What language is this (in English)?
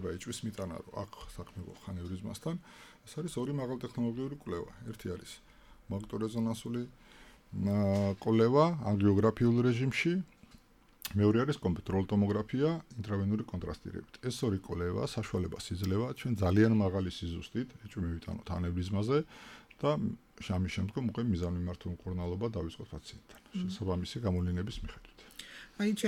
Georgian